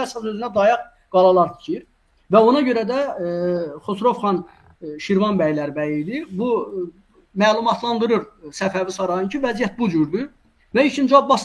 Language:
Azerbaijani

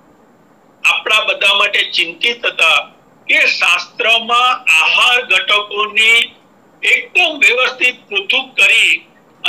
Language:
Gujarati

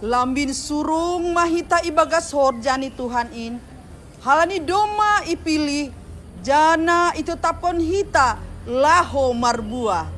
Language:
Batak Simalungun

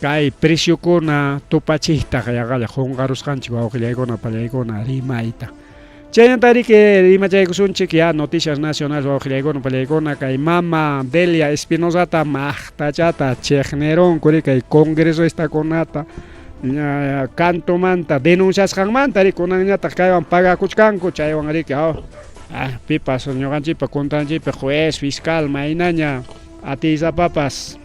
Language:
Ayacucho Quechua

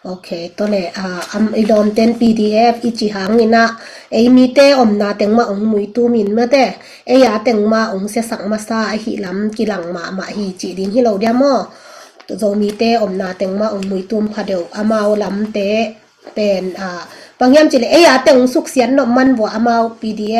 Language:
Tedim Chin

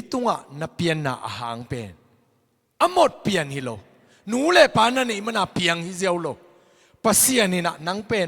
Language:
Tedim Chin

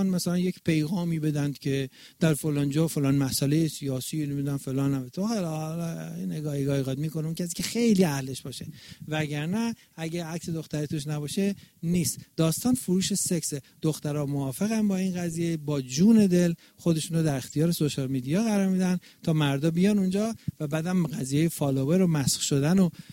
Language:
Persian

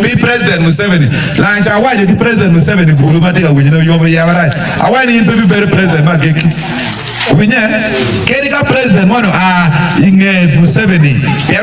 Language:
Acoli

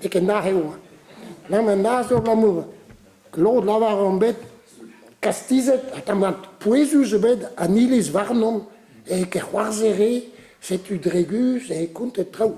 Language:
Breton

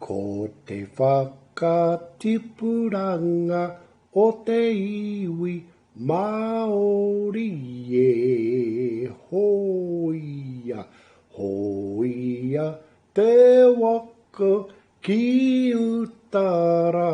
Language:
Māori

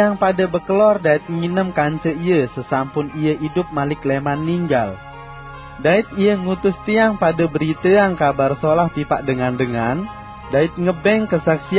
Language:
Sasak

